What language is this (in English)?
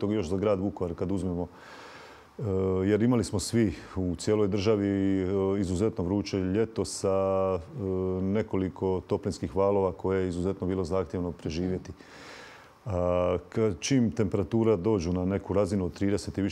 Croatian